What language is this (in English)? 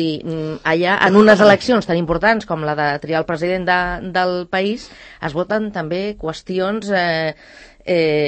Catalan